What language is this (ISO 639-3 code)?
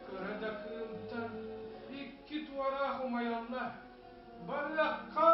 sah